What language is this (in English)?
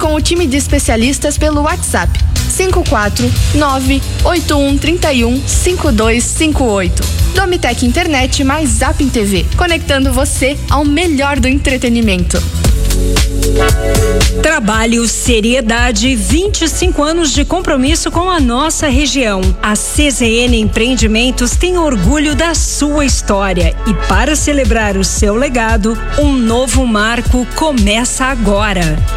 Portuguese